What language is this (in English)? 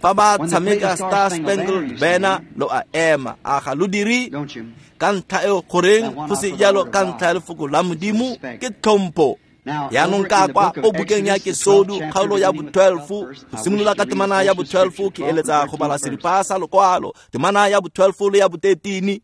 Tswana